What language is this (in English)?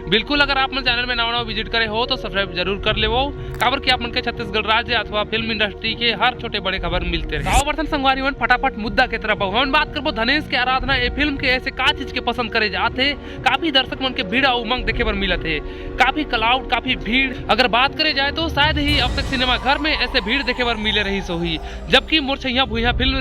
Chhattisgarhi